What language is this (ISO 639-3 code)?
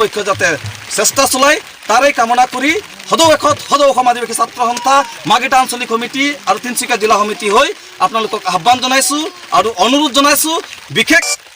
asm